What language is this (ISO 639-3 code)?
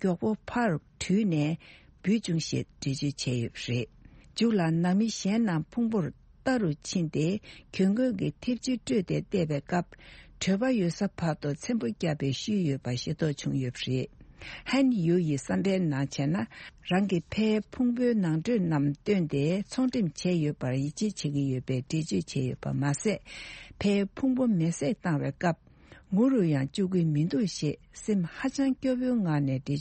bod